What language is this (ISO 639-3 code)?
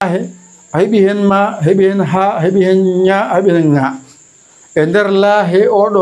ful